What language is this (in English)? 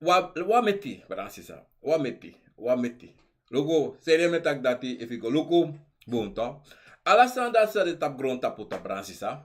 Sranan Tongo